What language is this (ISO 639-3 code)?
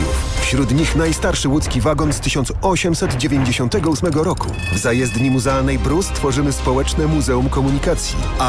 pol